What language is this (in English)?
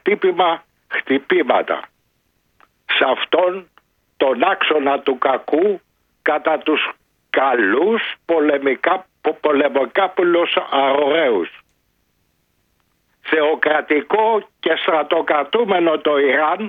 Greek